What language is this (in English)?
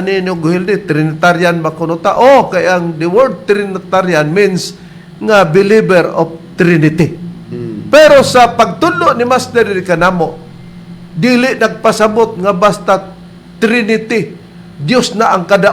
Cebuano